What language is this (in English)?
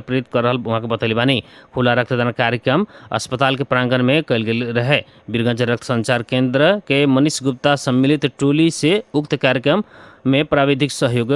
Bhojpuri